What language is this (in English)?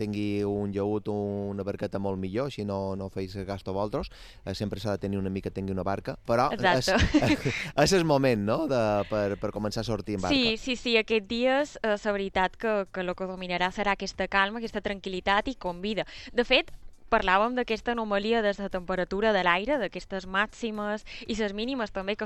Catalan